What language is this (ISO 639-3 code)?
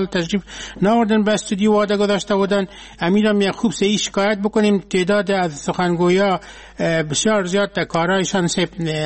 fas